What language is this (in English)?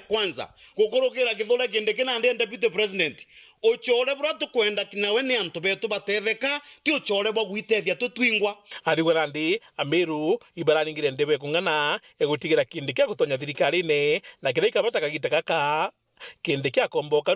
Meru